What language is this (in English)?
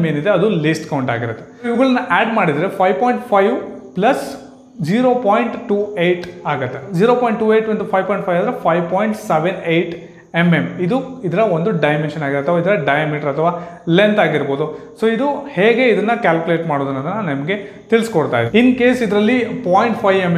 Kannada